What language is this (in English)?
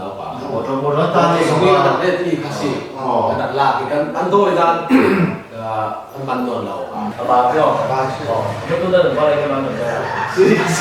Falam Chin